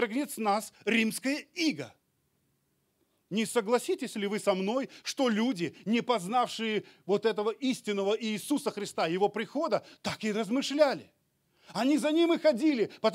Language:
Russian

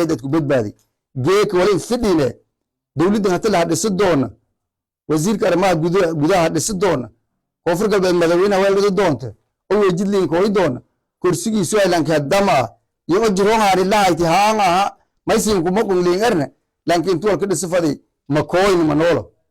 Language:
Somali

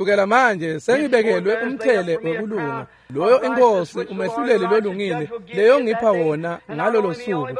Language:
Swati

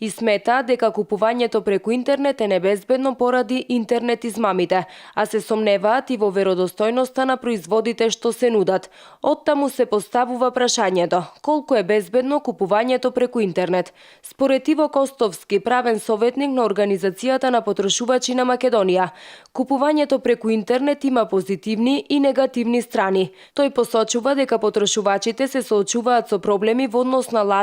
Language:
Macedonian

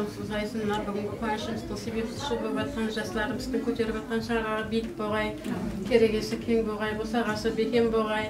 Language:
Kara-Kalpak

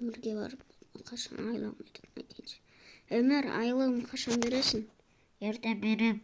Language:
Kazakh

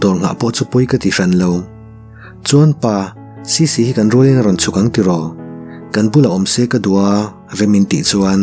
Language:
Mizo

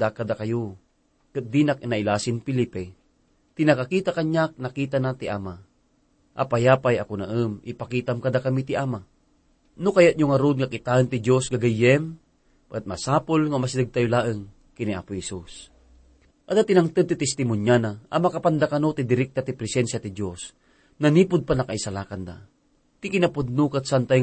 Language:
Iloko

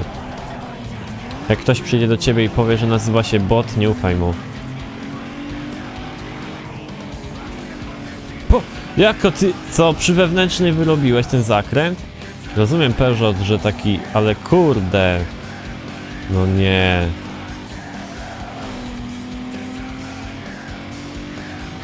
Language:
Polish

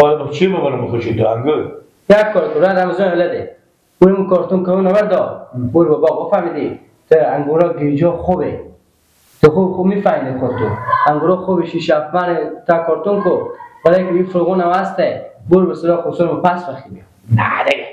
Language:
Persian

